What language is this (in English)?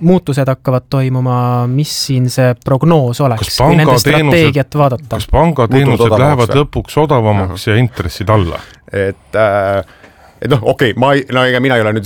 Estonian